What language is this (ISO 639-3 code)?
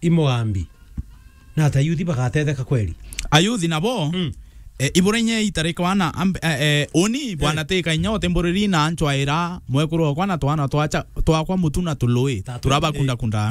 mer